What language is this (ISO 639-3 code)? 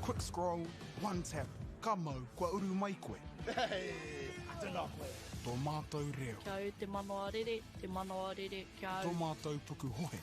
mri